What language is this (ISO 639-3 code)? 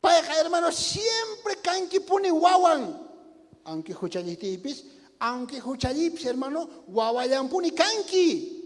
quh